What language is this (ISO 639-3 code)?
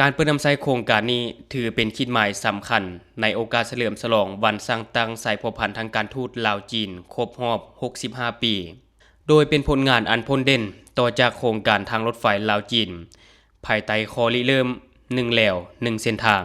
lao